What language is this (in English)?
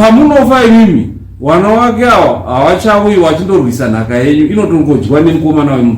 Shona